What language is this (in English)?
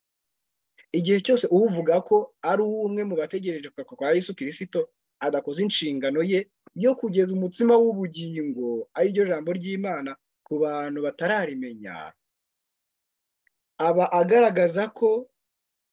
Kinyarwanda